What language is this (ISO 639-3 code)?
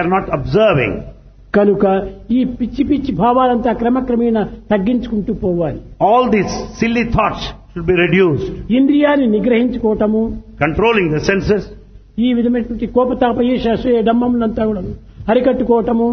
tel